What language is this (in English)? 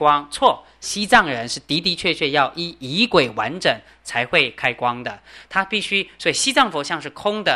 Chinese